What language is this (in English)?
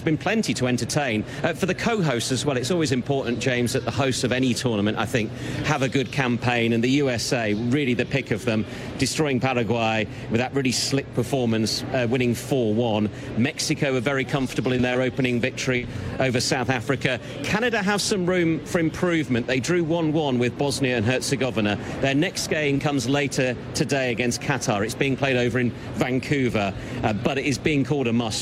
English